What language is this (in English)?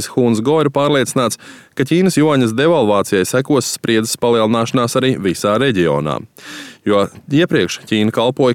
Latvian